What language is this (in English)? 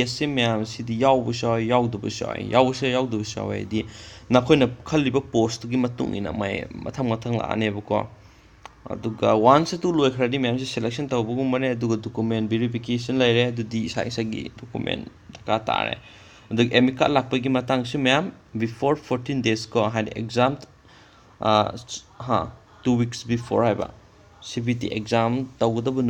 Manipuri